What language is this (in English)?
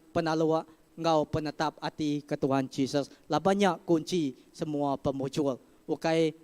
Iban